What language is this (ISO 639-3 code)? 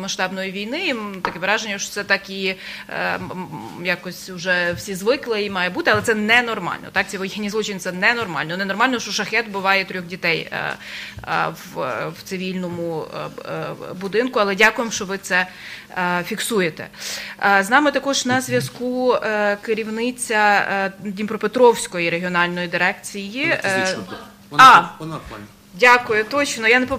ukr